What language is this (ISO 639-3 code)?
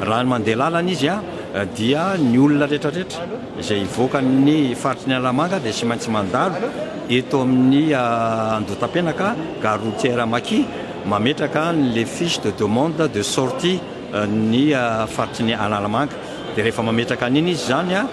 mlg